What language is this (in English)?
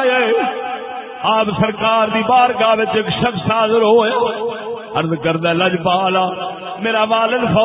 Saraiki